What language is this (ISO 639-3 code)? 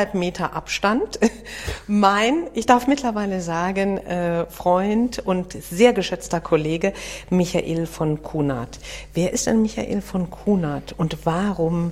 deu